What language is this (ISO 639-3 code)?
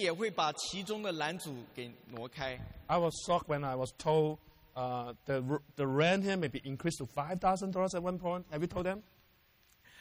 zho